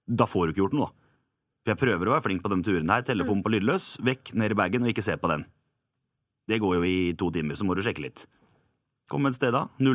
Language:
Norwegian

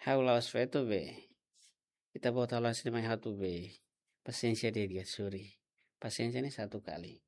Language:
Tetum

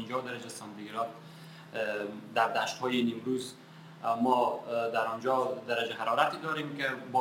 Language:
Persian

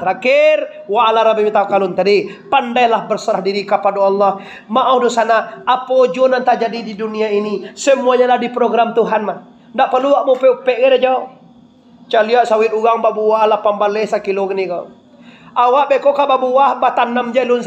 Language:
Minangkabau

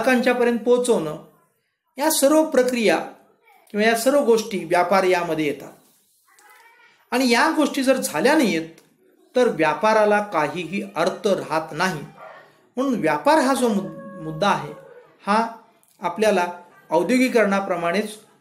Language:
Marathi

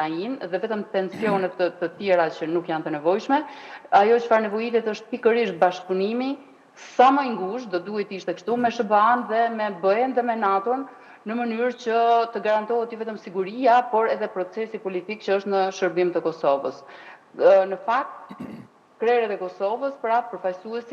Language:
Albanian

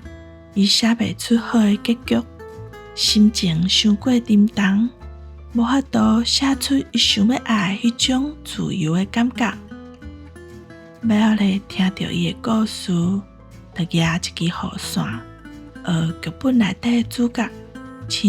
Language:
Min Nan Chinese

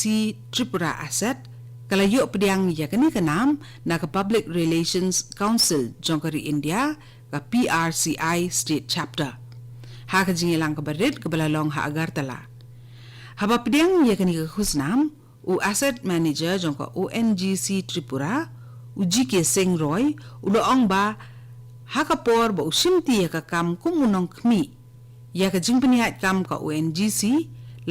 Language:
Khasi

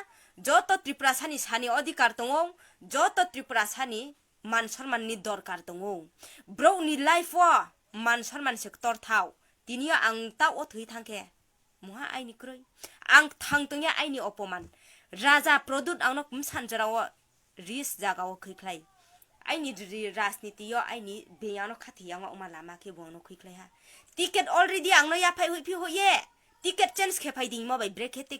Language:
Riang (India)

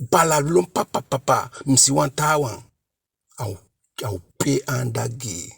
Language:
Eastern Maroon Creole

